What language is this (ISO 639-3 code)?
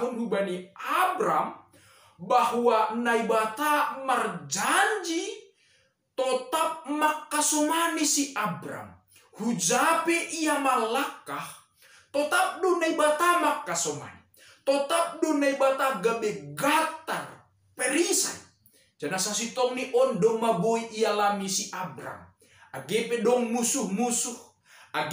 bts